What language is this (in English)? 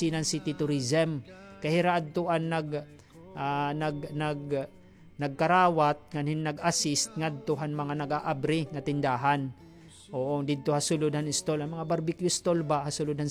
Waray